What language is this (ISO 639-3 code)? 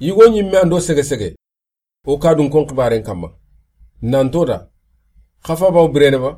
snk